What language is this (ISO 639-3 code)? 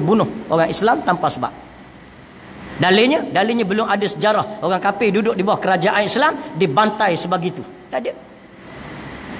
msa